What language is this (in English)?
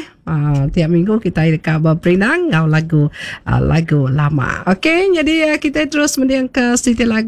Iban